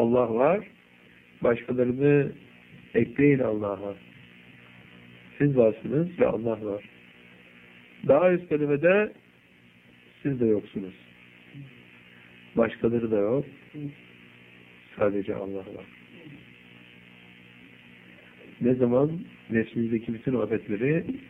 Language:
Turkish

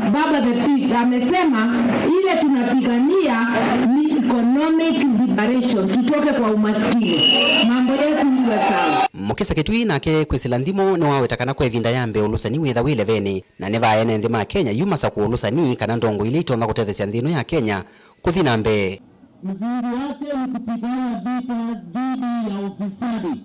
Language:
Kamba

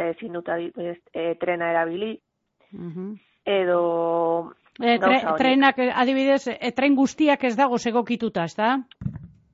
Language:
Basque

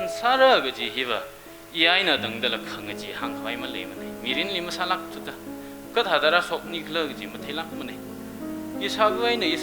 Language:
Tangkhul Naga (India)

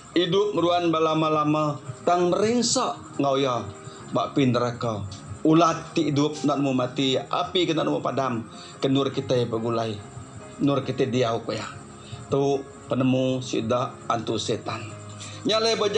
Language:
Iban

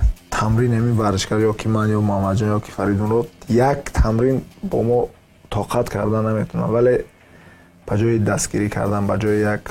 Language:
Tajik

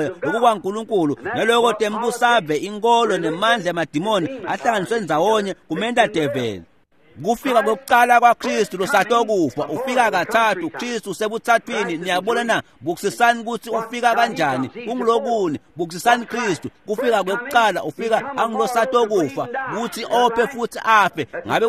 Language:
Swati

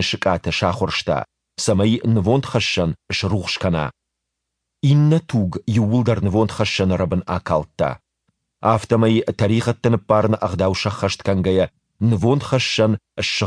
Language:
Ossetic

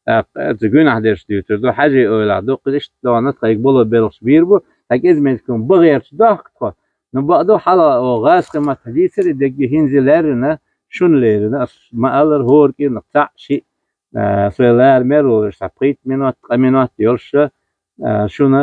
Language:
Chechen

